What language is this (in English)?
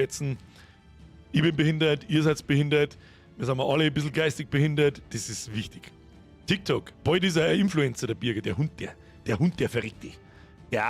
Bavarian